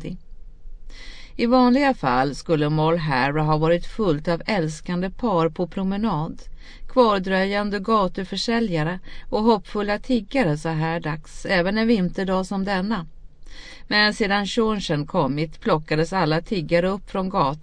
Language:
Swedish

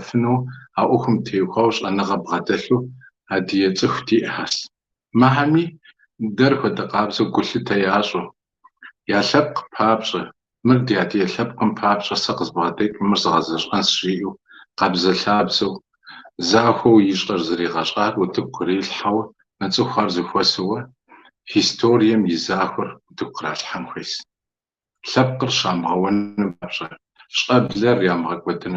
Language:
Kabardian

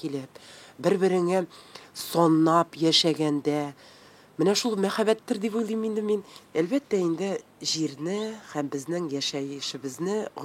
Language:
Tatar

